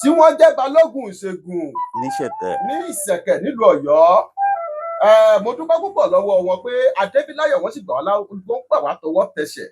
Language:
Yoruba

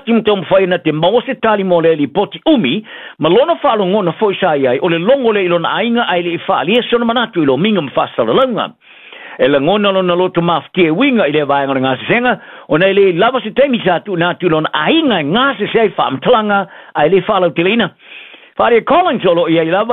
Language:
Samoan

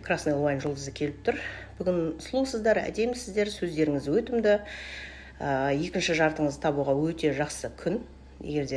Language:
Kazakh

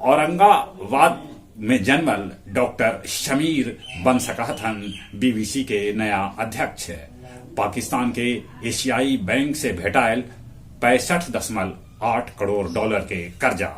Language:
Magahi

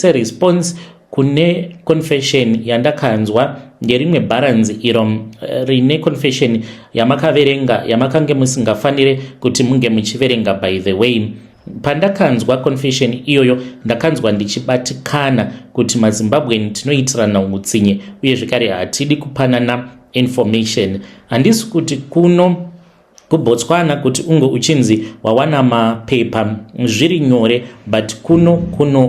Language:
Shona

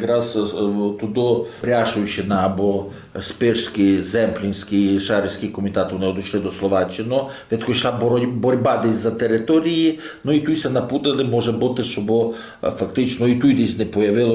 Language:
Rusyn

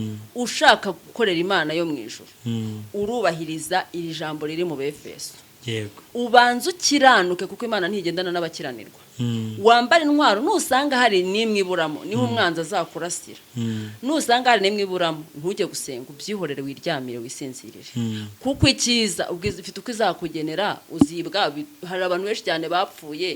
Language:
Kinyarwanda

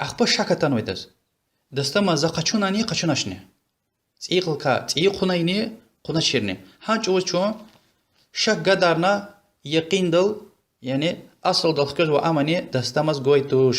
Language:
Lezghian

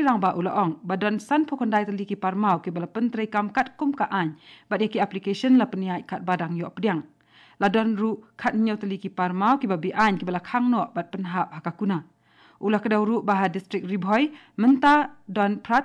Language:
Khasi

